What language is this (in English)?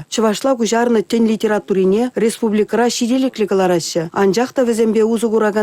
Chuvash